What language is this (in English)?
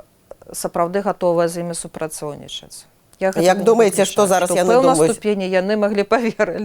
Belarusian